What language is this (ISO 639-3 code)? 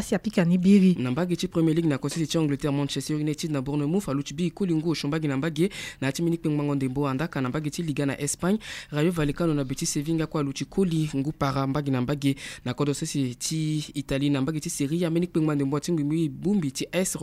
sag